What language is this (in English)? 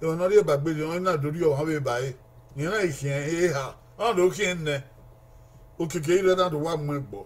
Bini